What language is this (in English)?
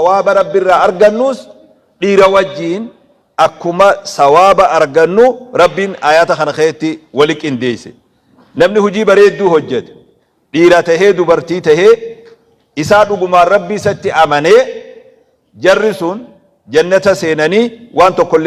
Oromo